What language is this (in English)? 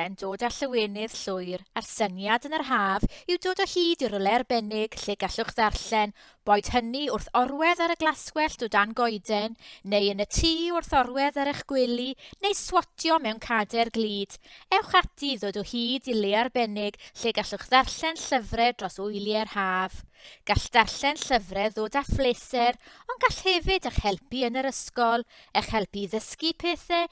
Welsh